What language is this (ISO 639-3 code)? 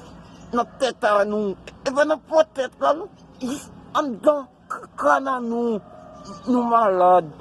hat